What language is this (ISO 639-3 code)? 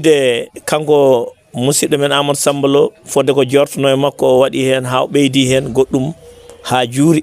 ful